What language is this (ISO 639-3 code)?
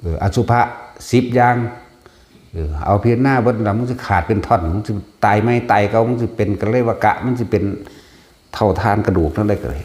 tts